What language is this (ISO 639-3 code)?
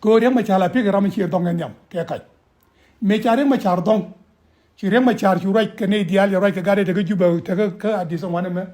nus